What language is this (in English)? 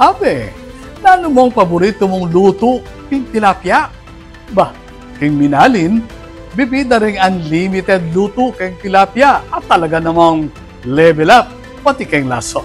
Pampanga